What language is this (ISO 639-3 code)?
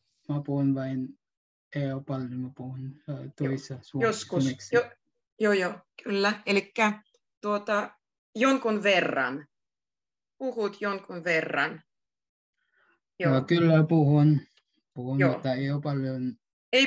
fin